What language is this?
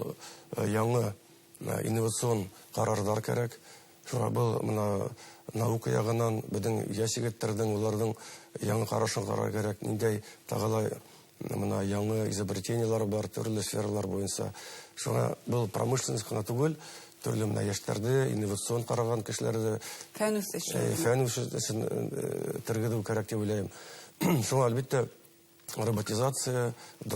Bashkir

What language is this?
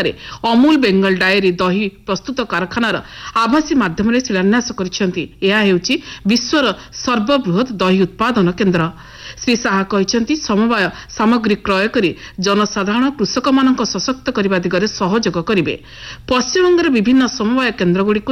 Odia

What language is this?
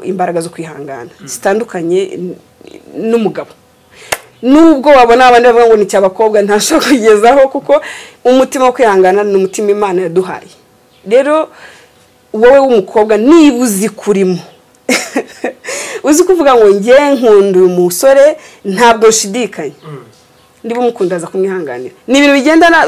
Kinyarwanda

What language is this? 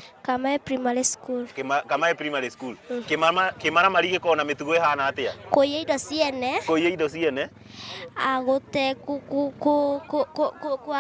Kikuyu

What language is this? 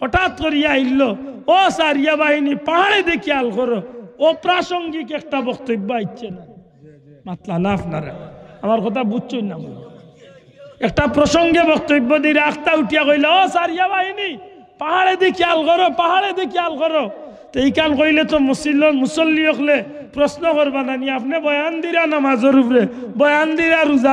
Sylheti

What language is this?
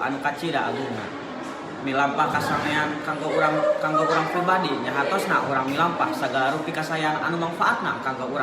Sundanese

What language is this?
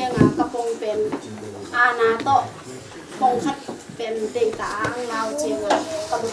Tedim Chin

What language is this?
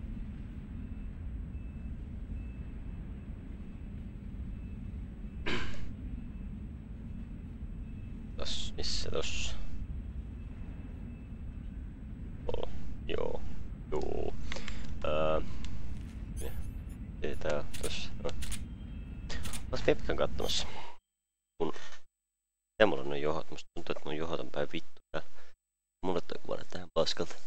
Finnish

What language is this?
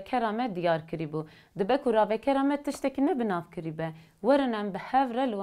Kurdish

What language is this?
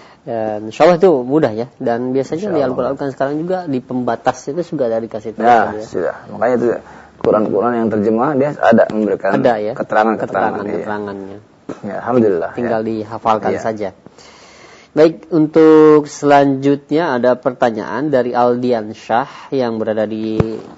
Indonesian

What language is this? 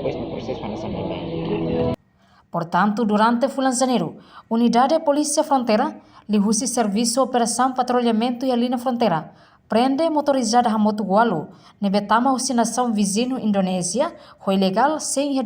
Tetum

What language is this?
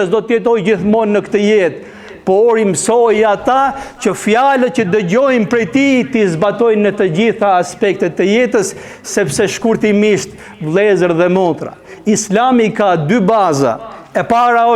Albanian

